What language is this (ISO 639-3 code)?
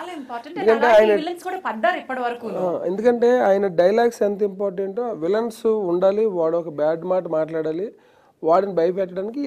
tel